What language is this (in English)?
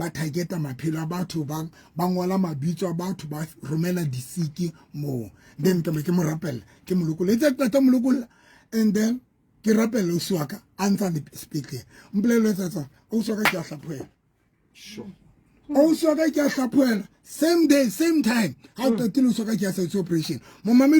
Southern Sotho